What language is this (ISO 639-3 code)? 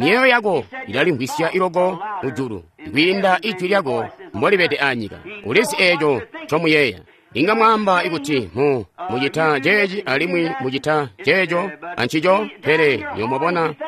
toi